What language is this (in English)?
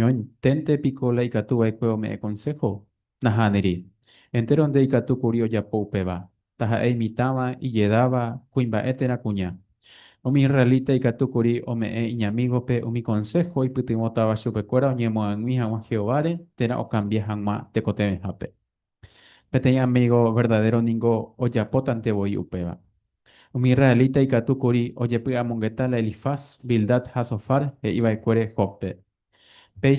Guarani